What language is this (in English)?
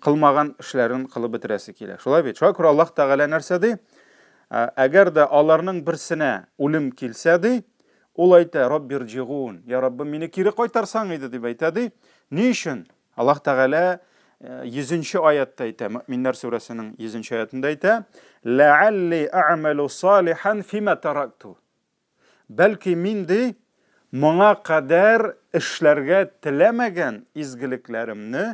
Tatar